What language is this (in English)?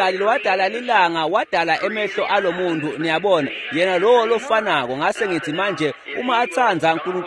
Swati